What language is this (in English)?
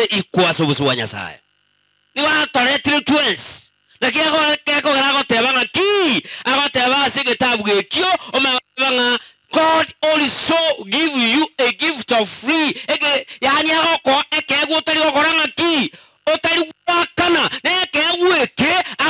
Gusii